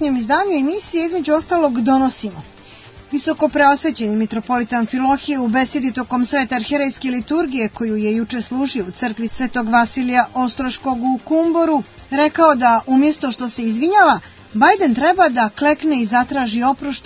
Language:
Serbian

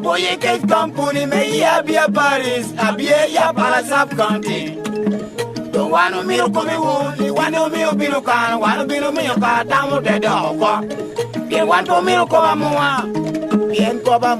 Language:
Lango (Uganda)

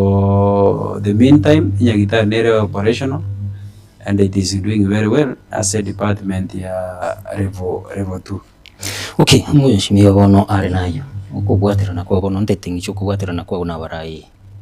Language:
Gusii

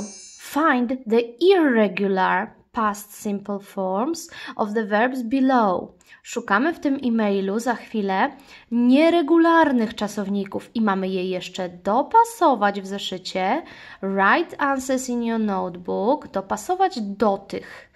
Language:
Polish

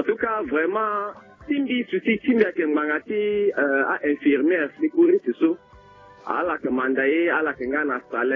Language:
Sango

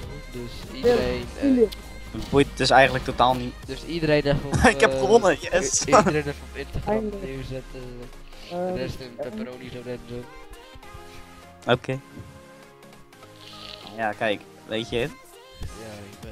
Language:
Dutch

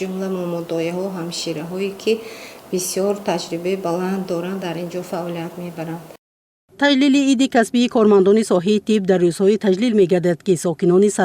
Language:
Tajik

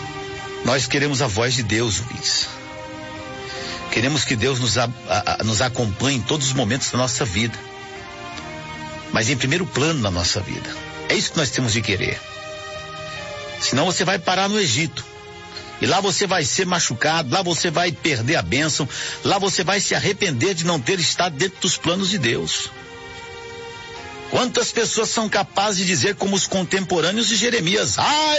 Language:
Portuguese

